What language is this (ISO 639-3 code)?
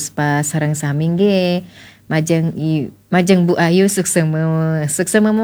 ban